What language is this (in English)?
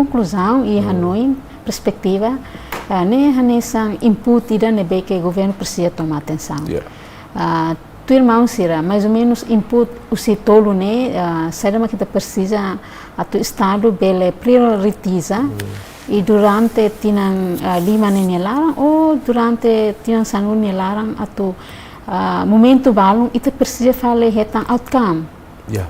Tetum